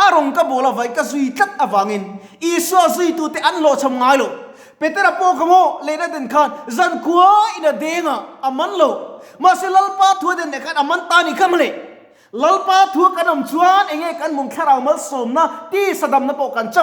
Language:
Mizo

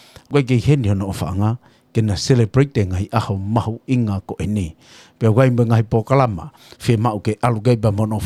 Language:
Tongan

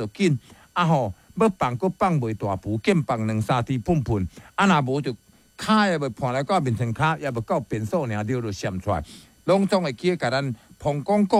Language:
Min Nan Chinese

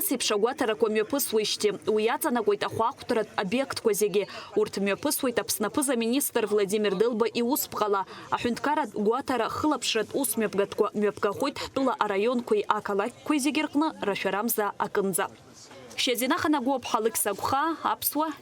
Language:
Abkhazian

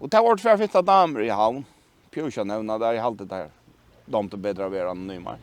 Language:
Faroese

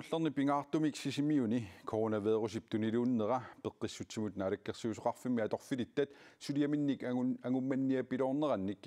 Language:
Kalaallisut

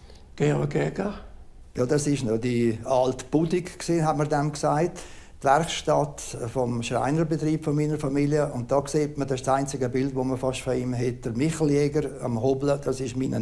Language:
Romansh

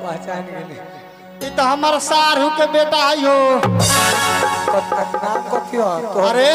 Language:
Maithili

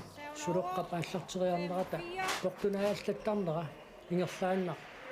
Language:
Kalaallisut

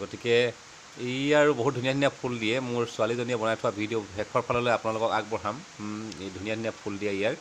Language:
Assamese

